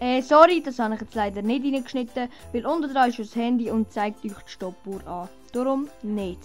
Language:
Swiss German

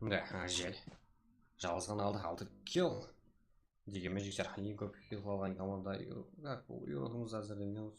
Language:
Kara-Kalpak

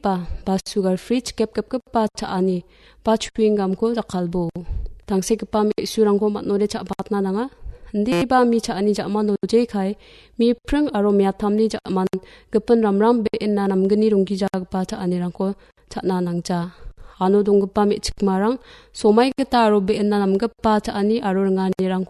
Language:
Garo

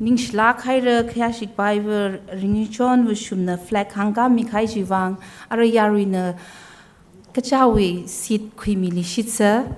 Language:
Tangkhul Naga (India)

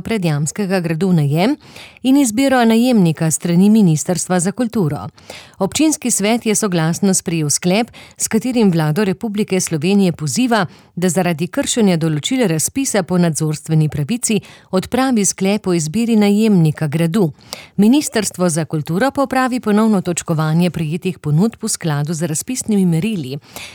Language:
Slovenian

